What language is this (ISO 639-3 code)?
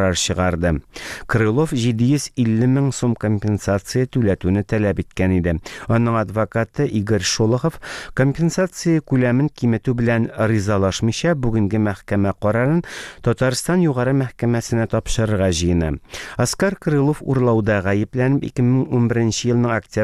tat